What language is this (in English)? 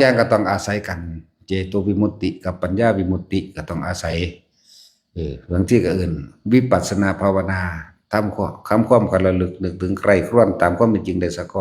Northeastern Thai